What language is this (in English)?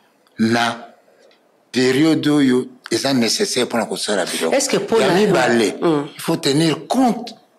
Lingala